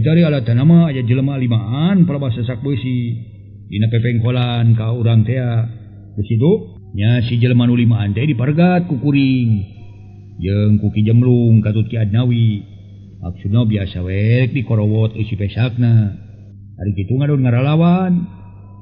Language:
Sundanese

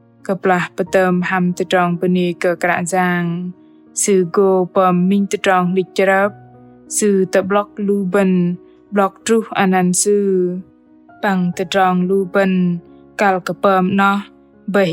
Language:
Bahnar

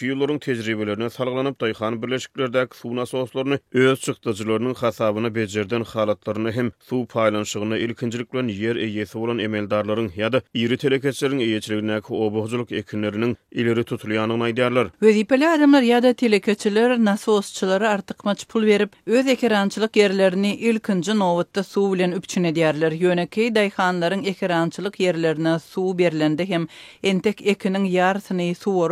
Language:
Turkmen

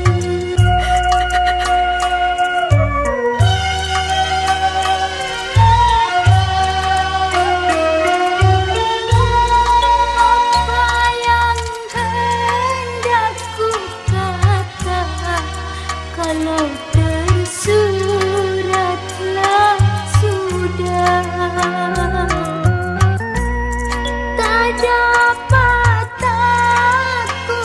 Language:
Malay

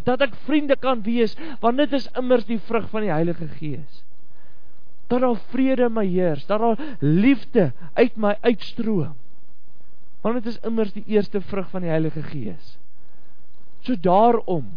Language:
Afrikaans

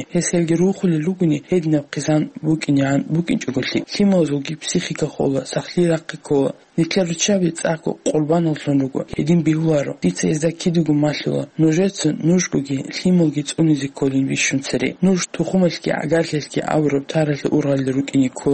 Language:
Avaric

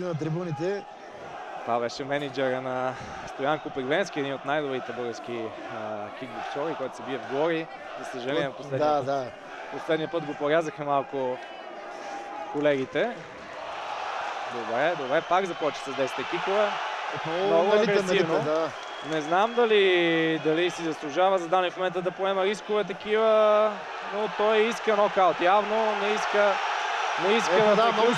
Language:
Bulgarian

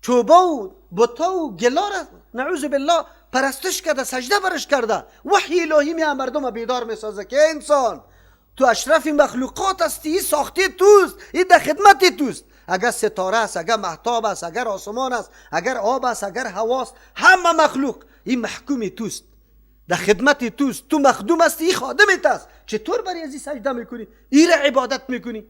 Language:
Persian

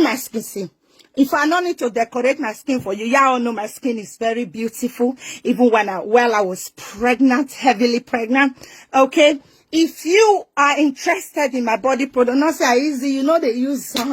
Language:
Nigerian Pidgin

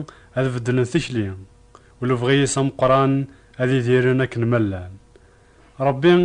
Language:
Kabyle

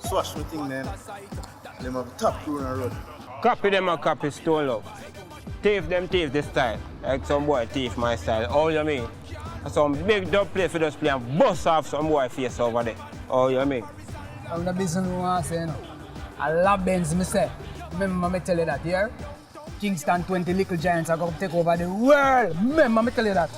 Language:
Jamaican Creole English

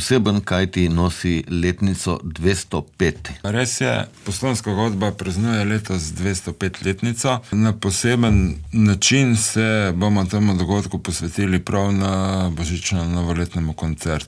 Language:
Slovenian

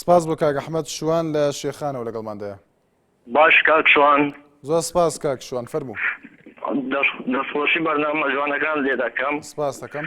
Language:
Central Kurdish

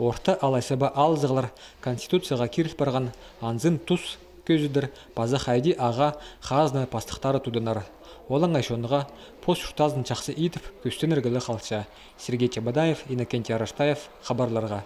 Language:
Khakas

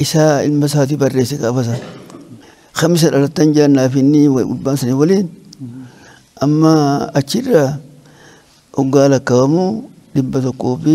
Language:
Oromo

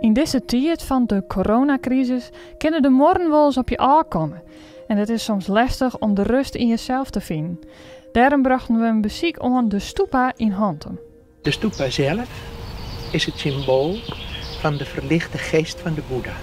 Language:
Western Frisian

